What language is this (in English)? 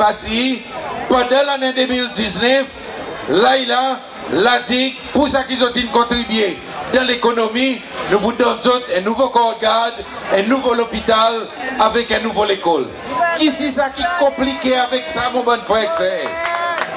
Seselwa Creole French